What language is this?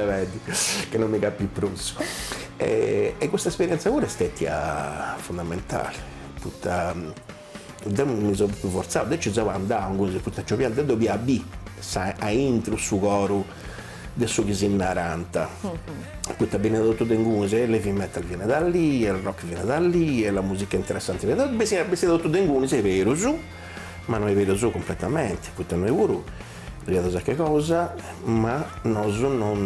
Sardinian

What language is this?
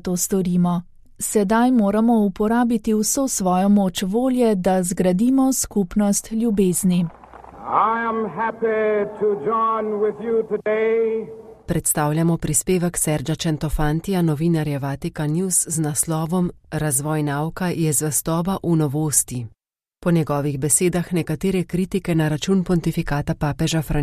Slovenian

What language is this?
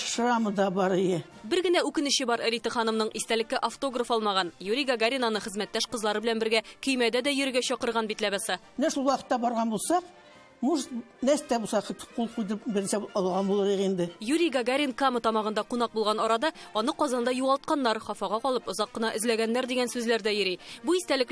Tatar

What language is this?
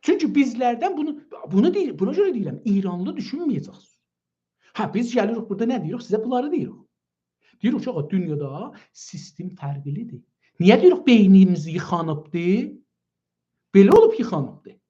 South Azerbaijani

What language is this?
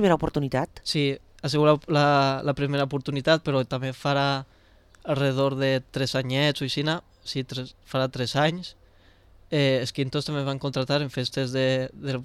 Catalan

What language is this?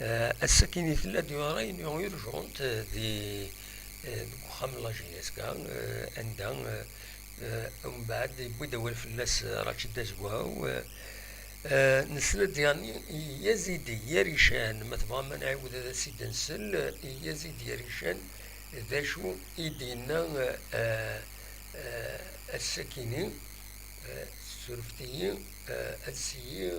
Kabyle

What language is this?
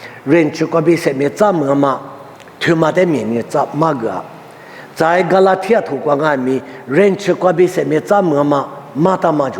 Lisu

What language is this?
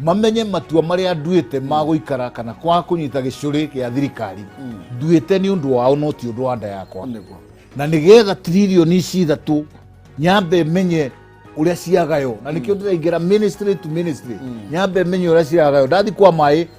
Kikuyu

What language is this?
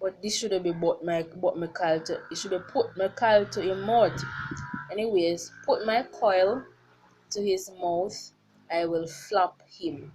Jamaican Creole English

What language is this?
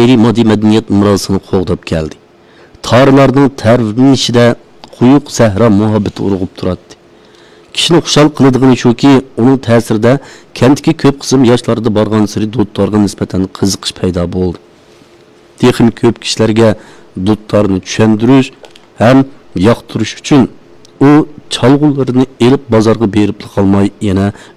Uyghur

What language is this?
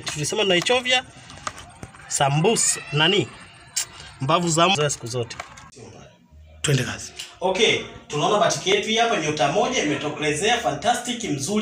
Swahili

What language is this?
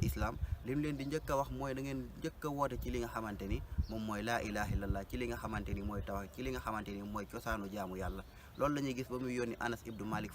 Wolof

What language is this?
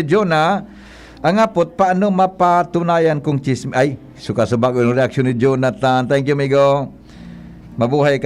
Bikol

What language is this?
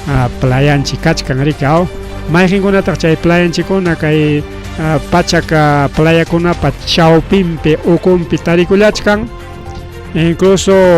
Ayacucho Quechua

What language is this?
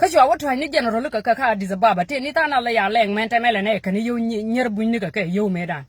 Nuer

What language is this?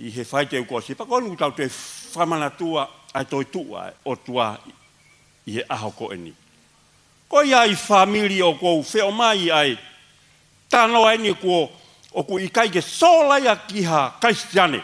Tongan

